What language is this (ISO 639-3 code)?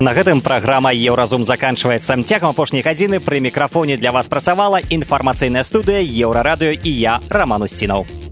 bel